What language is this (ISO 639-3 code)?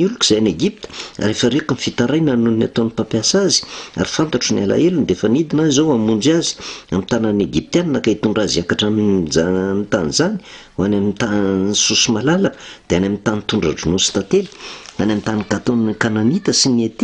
mlg